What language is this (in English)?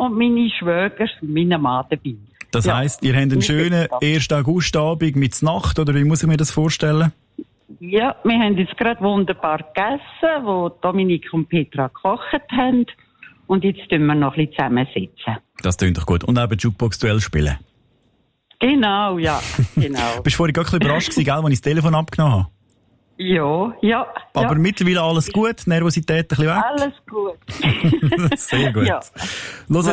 German